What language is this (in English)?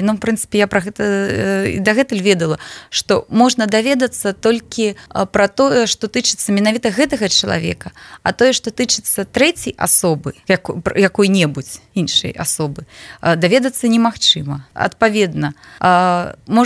Belarusian